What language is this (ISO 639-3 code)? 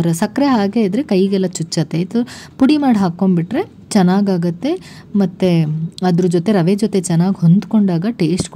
kan